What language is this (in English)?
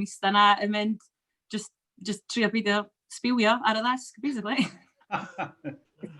Welsh